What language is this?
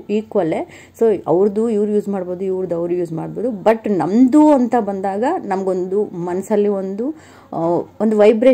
Kannada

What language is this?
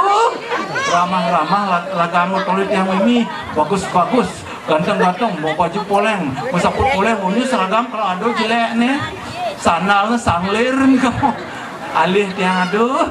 Balinese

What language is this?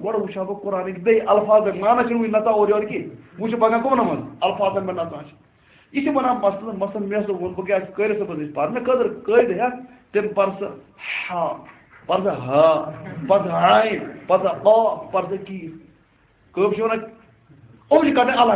Kashmiri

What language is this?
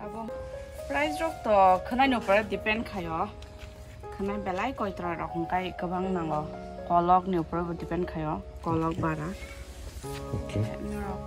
Kok Borok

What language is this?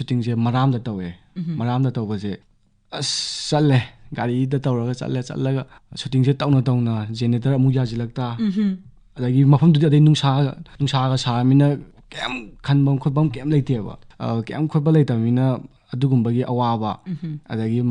Manipuri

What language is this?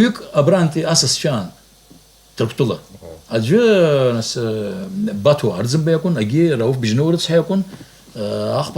Abkhazian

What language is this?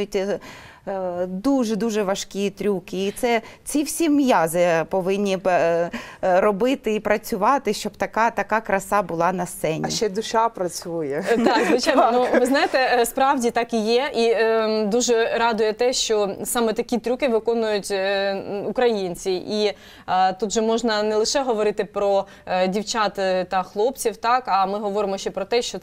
Ukrainian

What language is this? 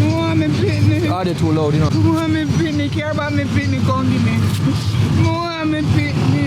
Jamaican Creole English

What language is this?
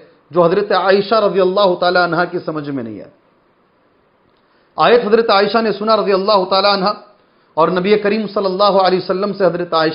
Urdu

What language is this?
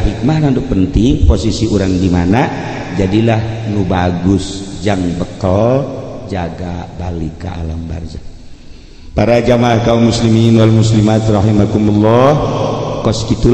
Sundanese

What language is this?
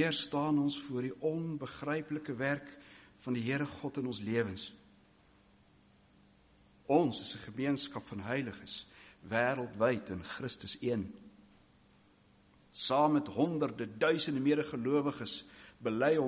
Afrikaans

